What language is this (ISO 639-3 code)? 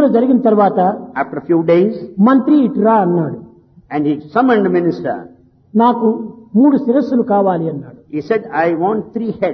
tel